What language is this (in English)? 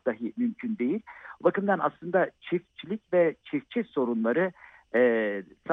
Turkish